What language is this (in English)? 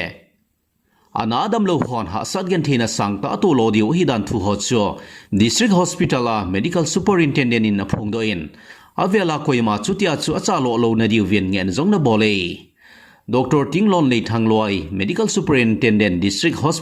Thado Chin